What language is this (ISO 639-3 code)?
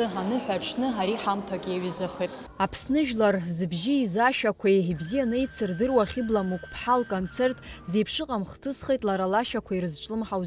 abk